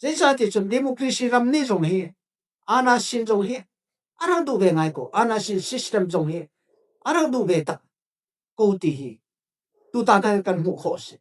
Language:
Falam Chin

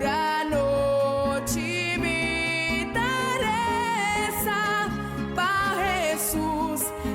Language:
Papiamento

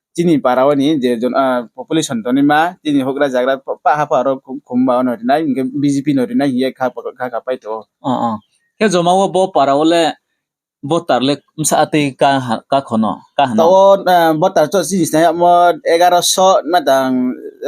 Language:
Riang (India)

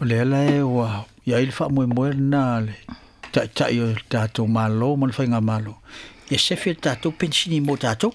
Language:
Samoan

